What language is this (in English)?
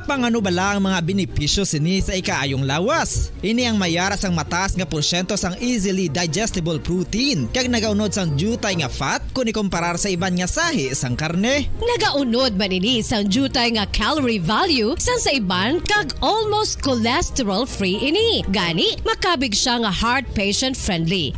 Hiligaynon